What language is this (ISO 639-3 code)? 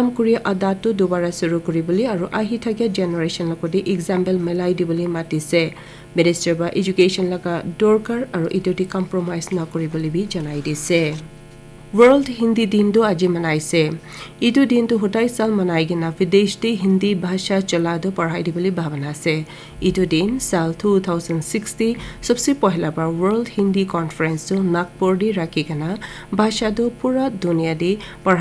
nag